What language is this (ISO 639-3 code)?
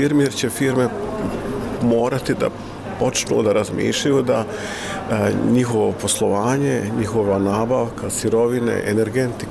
hrv